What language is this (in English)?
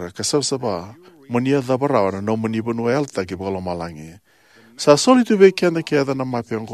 Fijian